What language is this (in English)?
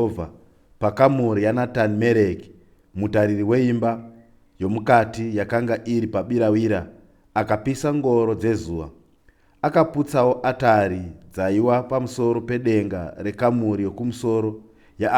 Shona